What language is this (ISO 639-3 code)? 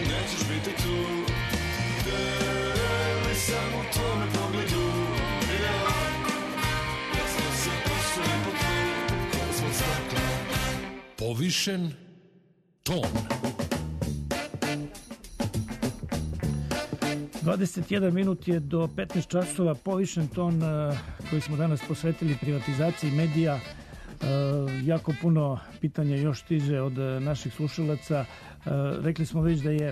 srp